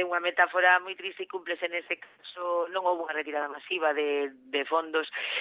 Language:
Galician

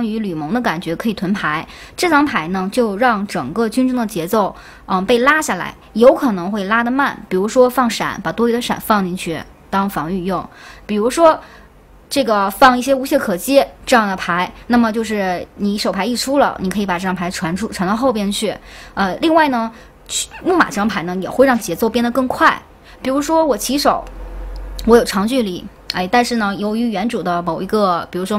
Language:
Chinese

